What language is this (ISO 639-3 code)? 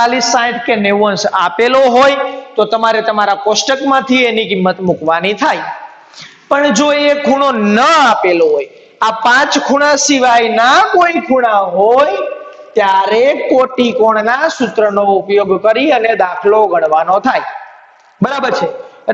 guj